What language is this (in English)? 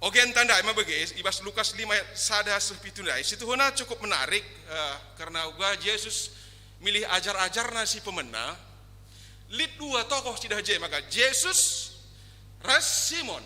Batak Karo